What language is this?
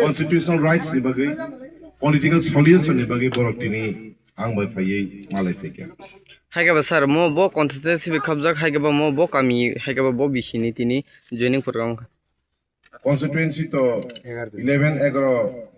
Kok Borok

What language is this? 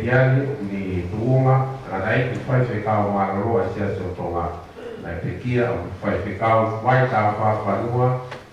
Tongan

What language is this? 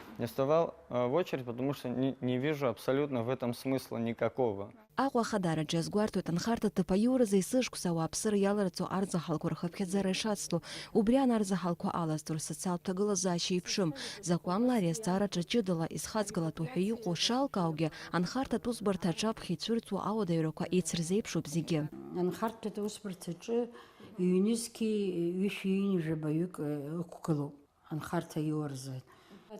Abkhazian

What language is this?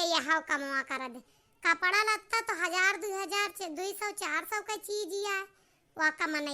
Awadhi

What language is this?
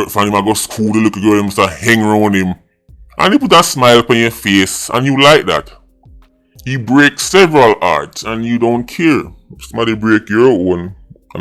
Jamaican Creole English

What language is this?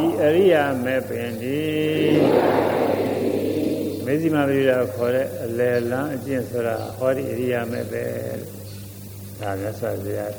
Burmese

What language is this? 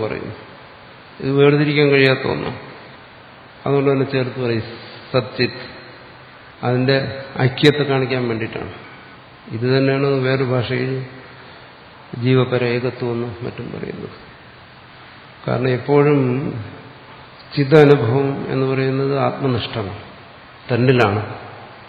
Malayalam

